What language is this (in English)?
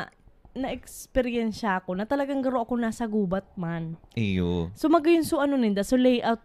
Bikol